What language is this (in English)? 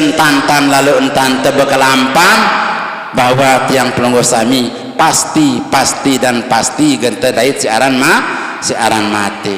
Sasak